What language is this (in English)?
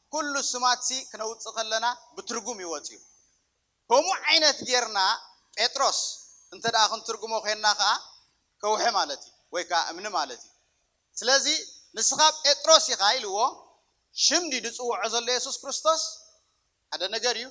Tigrinya